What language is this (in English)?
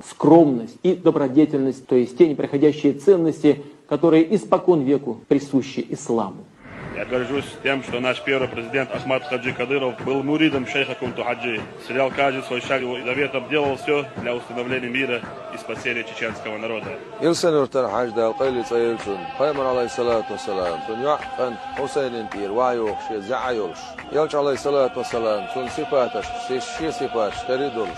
Chechen